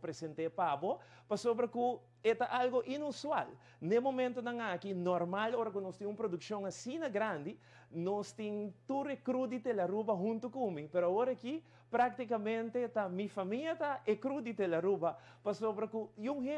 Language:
Papiamento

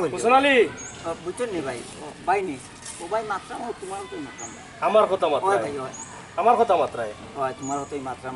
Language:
Sylheti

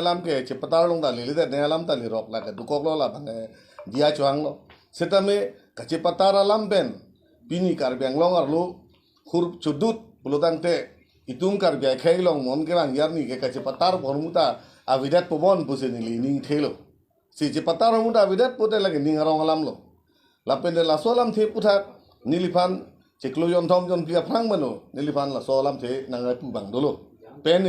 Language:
Karbi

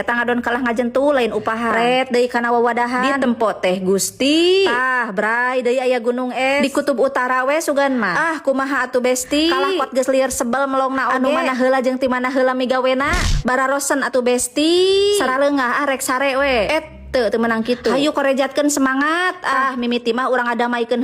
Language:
Sundanese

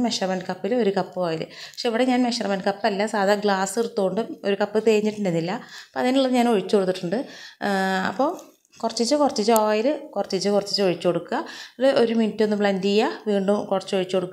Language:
Malayalam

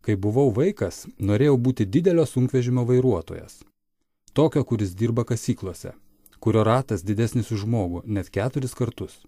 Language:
Lithuanian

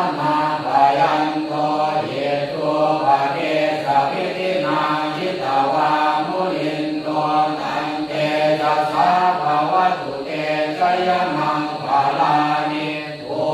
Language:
Pali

